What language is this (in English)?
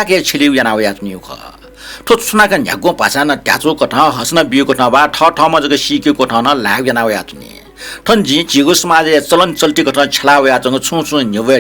Newari